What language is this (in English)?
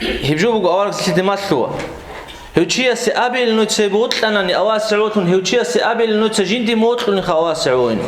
Avaric